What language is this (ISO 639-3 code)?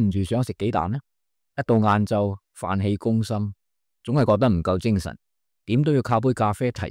yue